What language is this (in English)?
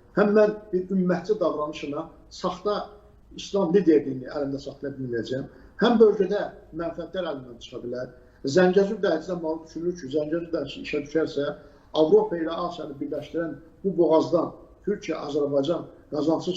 Azerbaijani